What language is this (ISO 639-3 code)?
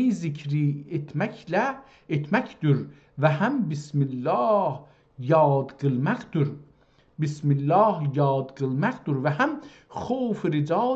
azb